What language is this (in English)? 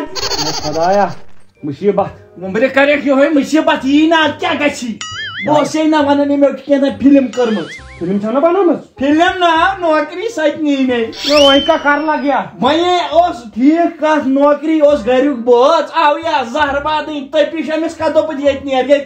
Kashmiri